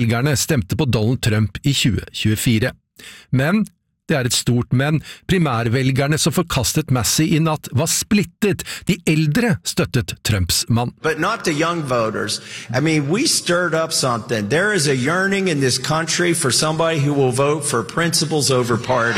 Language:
Norwegian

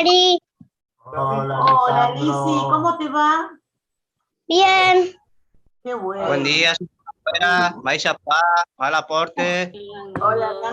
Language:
Guarani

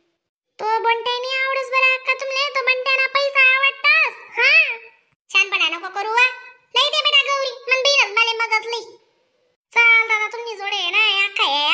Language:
Khandesi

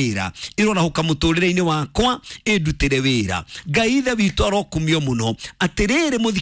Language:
Kikuyu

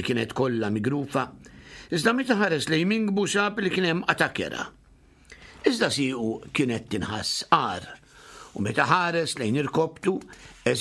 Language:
Maltese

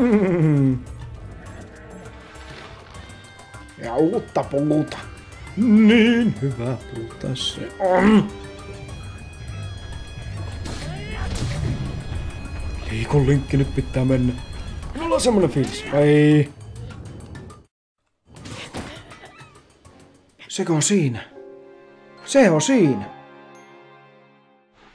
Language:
Finnish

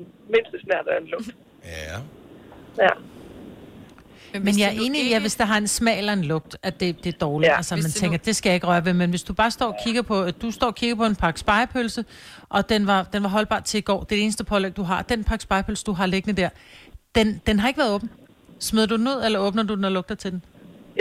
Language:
Danish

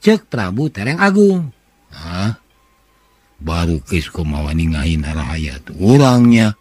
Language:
Sundanese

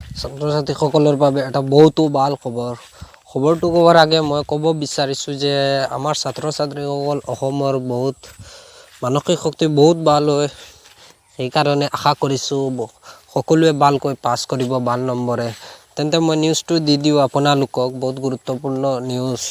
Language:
Assamese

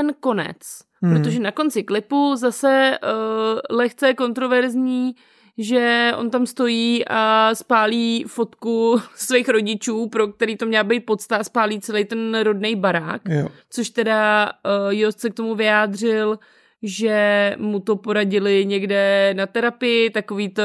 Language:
Czech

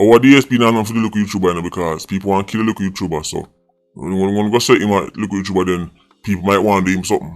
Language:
Jamaican Creole English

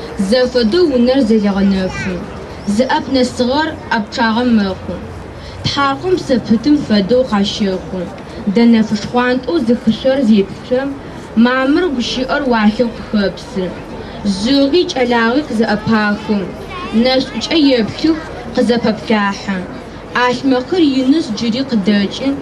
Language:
Adyghe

